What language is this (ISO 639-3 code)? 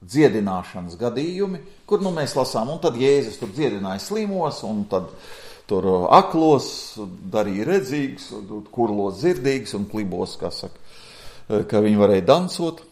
lav